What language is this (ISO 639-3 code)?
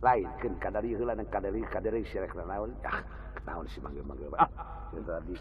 sun